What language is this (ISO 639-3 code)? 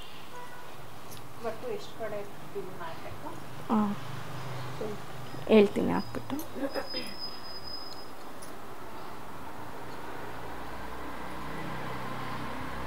kan